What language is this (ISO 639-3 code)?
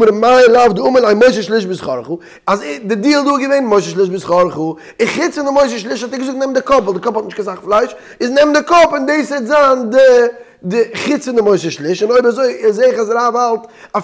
yid